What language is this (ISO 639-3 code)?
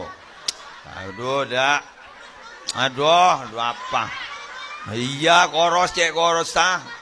mad